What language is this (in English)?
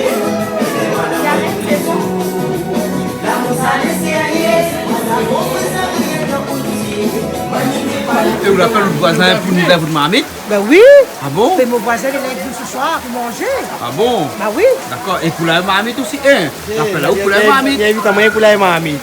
Réunion Creole French